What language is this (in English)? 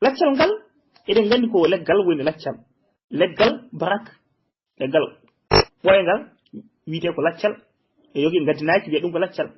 Fula